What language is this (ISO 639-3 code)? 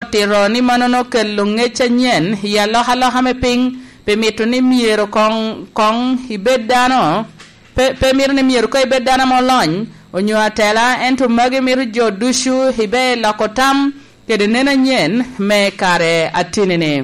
laj